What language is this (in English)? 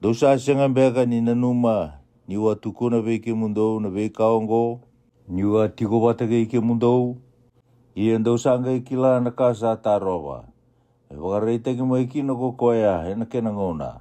Fijian